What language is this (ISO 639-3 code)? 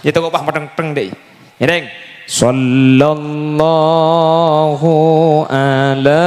mad